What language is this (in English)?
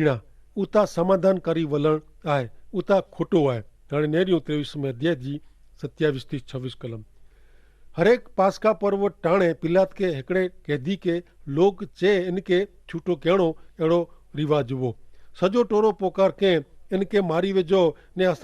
Kachhi